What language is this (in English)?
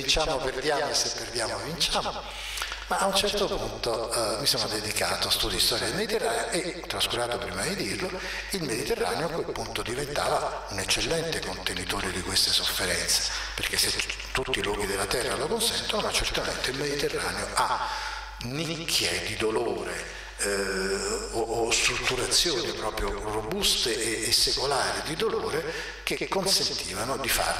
Italian